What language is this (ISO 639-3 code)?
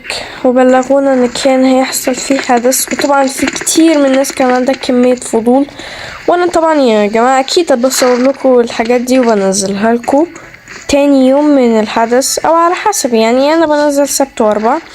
arz